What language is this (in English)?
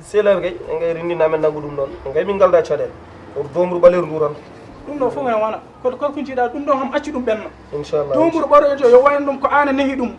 Fula